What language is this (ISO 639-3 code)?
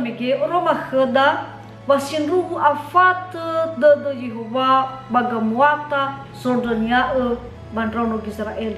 nia